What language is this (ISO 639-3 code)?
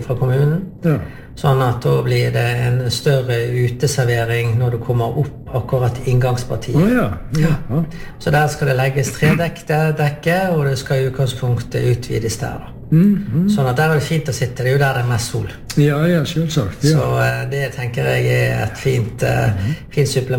nor